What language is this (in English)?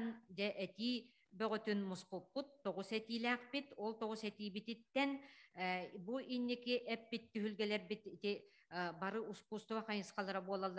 Yakut